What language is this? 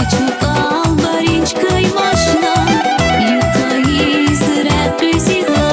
Tabassaran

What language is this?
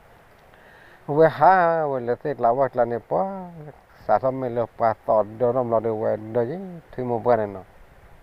S'gaw Karen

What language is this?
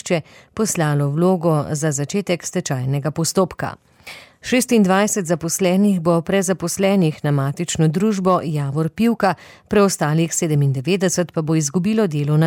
Slovenian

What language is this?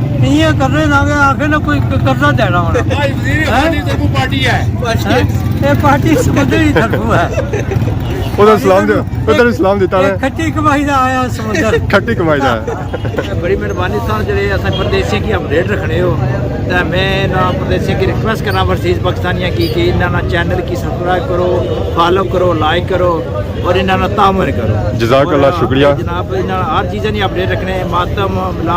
Pahari-Potwari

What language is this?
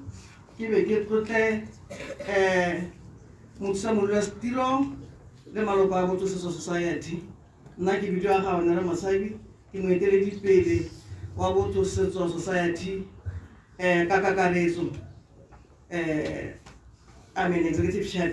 Tswana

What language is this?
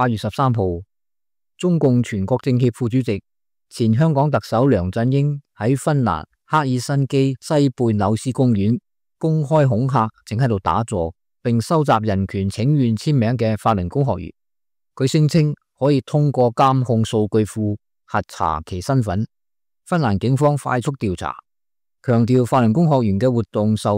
Cantonese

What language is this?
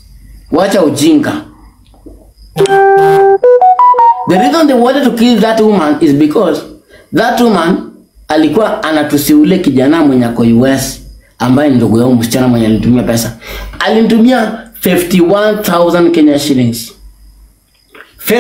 Swahili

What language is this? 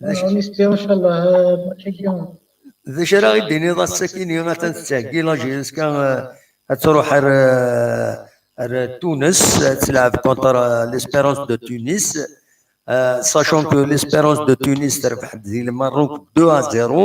Kabyle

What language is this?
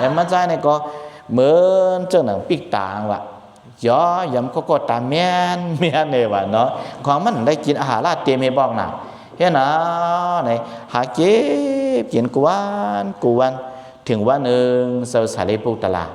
Shan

